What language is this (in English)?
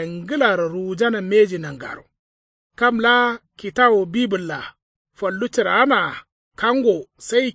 Kanuri